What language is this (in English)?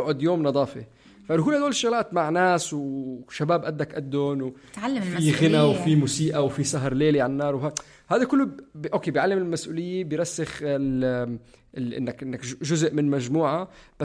North Levantine Arabic